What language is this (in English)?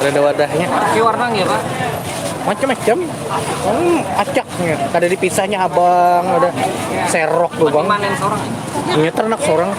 Banjar